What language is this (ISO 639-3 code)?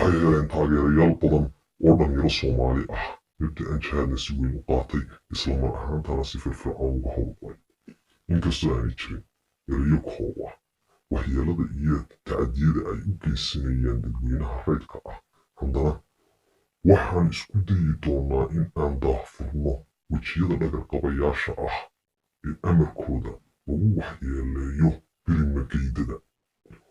som